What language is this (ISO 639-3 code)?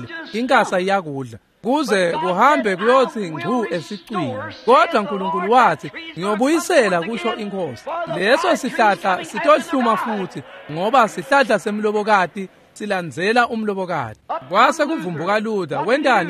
ssw